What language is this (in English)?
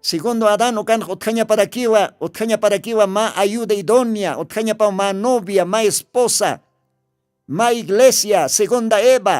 Aymara